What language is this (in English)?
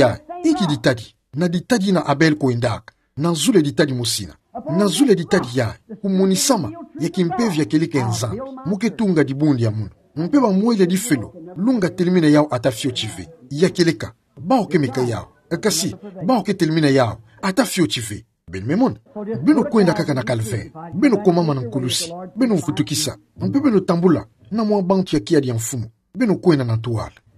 Kituba (Democratic Republic of Congo)